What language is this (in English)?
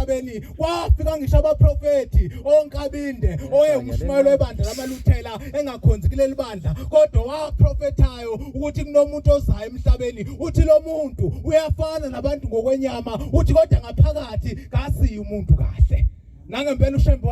Zulu